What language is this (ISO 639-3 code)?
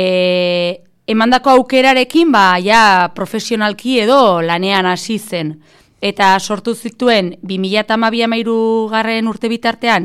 eus